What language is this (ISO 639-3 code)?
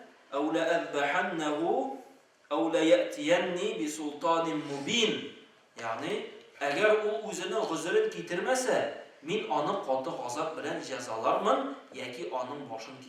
tat